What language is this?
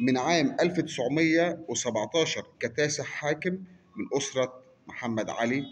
Egyptian Arabic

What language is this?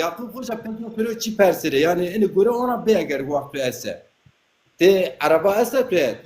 Zaza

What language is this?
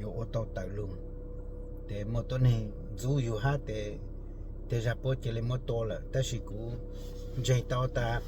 Hmong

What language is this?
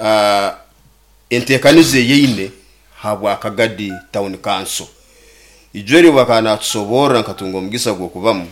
Nyoro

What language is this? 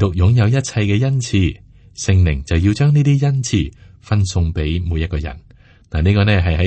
Cantonese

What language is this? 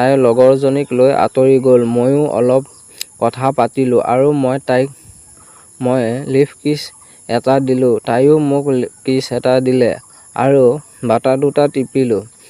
Assamese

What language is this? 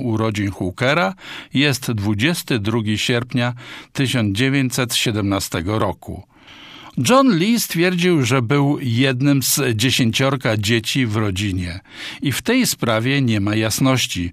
Polish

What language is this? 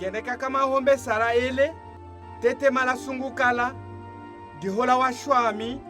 Tetela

